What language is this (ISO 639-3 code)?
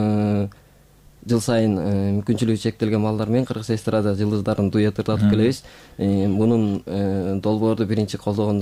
kir